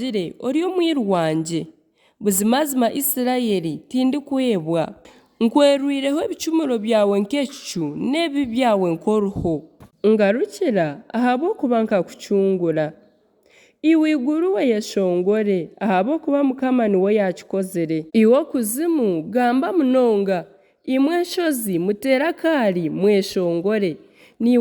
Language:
Nyankole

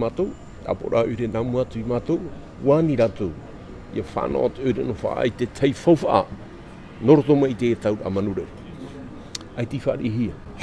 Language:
Tahitian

